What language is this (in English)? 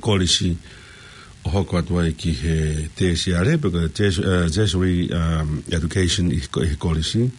Tongan